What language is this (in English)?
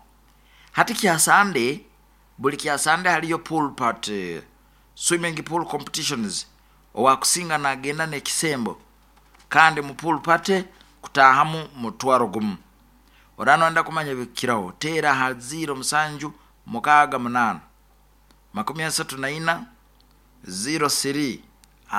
Nyoro